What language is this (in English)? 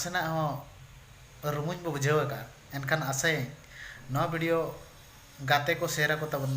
Santali